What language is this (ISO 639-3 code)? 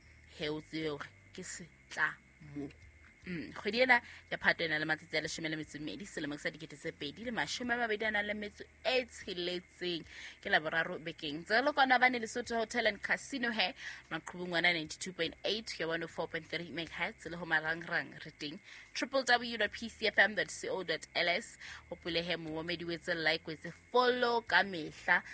sot